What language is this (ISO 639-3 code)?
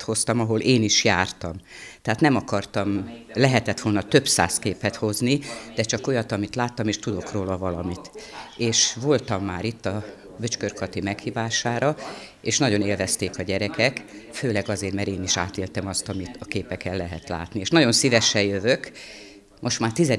hun